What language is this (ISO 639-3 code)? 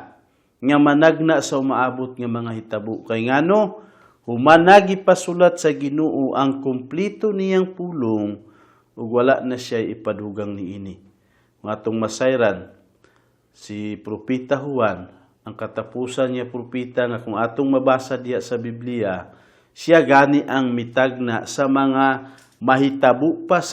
ceb